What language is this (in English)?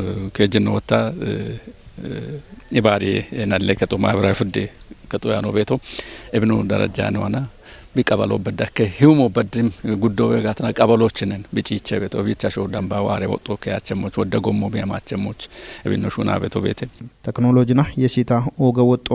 Kafa